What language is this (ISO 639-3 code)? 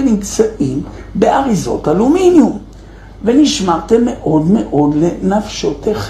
heb